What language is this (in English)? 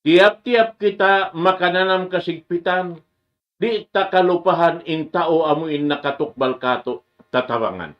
Tausug